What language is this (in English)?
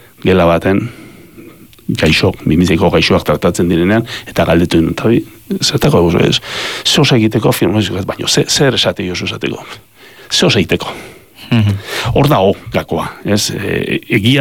Basque